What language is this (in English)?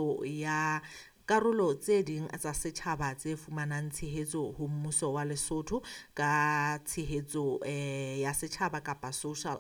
Southern Sotho